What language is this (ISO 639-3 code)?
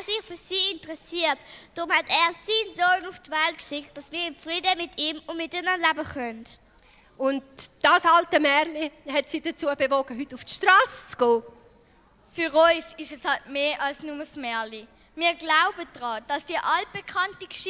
gsw